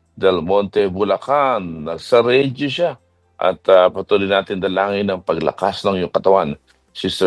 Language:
Filipino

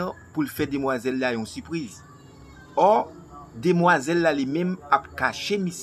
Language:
Haitian Creole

